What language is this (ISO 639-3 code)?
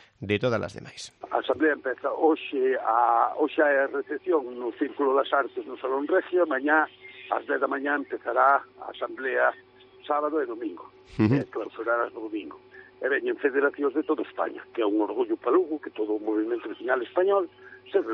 glg